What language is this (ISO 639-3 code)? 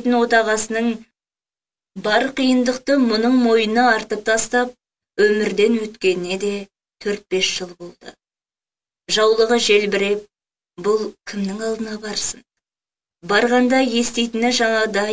kaz